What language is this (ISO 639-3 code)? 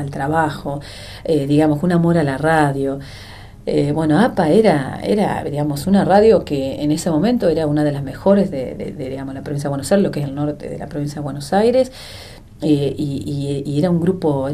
spa